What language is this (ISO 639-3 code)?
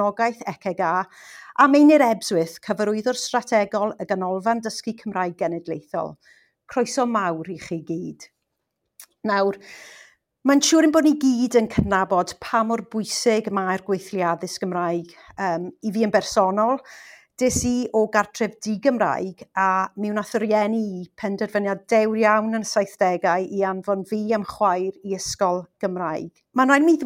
cym